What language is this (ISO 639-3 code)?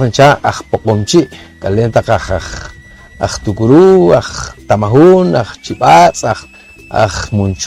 poh